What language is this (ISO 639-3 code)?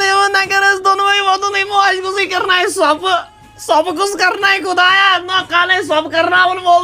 kas